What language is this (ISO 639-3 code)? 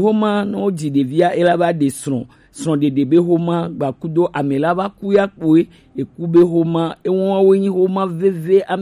gej